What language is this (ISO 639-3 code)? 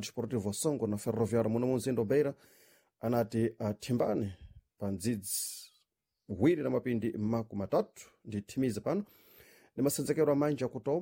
seh